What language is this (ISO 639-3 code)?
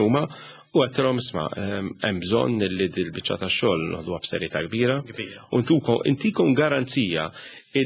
mlt